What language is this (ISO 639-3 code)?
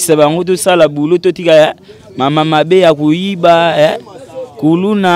lin